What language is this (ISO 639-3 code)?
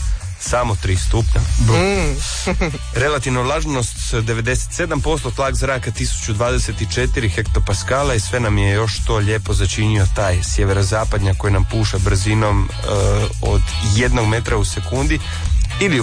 hrv